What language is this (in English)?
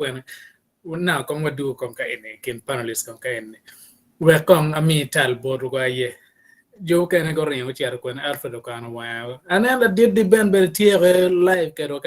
Acoli